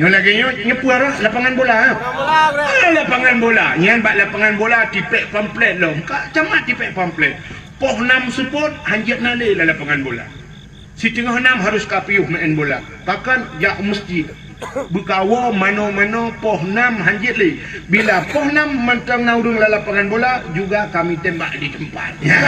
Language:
Achinese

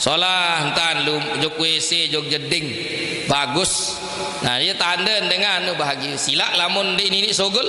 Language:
Sasak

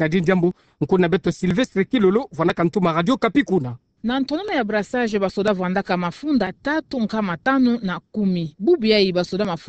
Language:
Kituba (Democratic Republic of Congo)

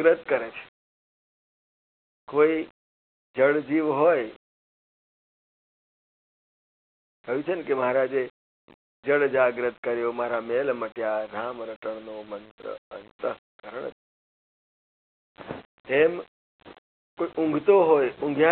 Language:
Gujarati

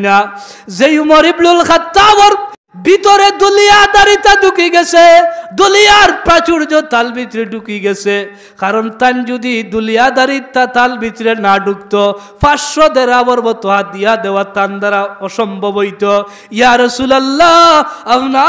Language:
Sylheti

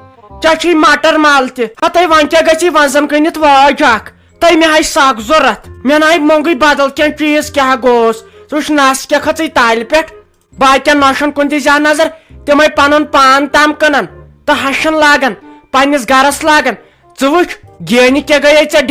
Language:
Kashmiri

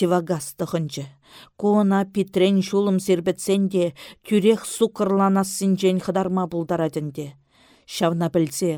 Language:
Chuvash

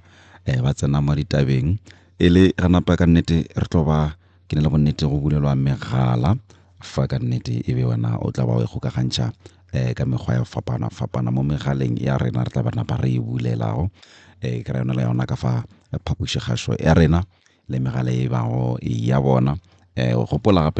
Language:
Northern Sotho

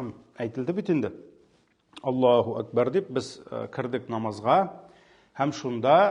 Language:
Tatar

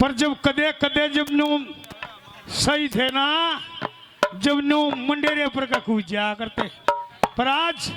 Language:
Haryanvi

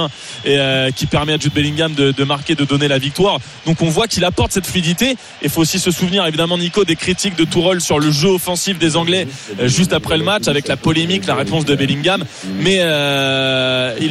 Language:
French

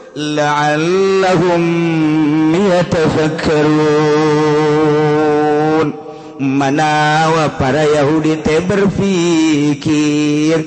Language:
Sundanese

